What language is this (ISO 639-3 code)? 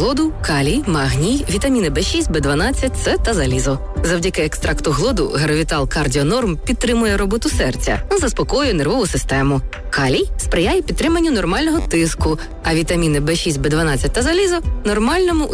ukr